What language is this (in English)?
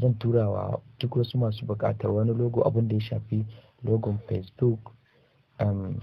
Hausa